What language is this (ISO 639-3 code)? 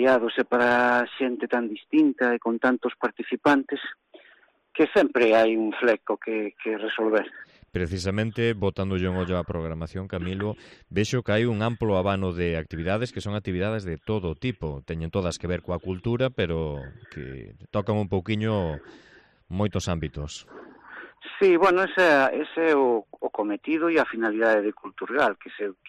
glg